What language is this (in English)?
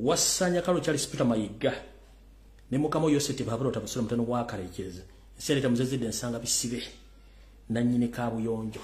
Ganda